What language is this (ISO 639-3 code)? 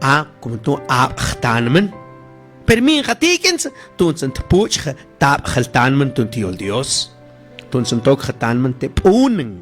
mam